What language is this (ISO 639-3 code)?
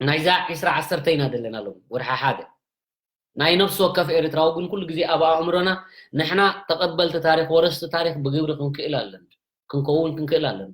tir